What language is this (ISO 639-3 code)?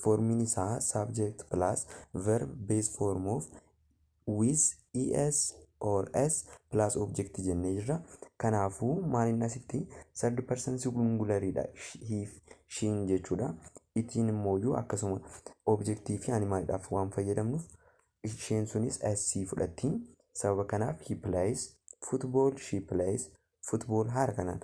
orm